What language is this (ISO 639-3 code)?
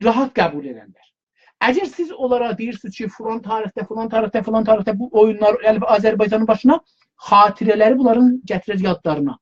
azb